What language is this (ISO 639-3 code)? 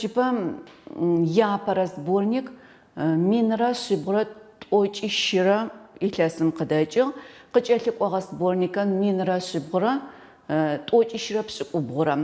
ady